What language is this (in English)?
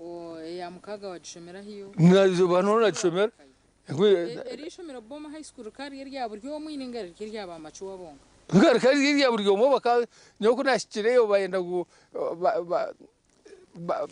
Nyankole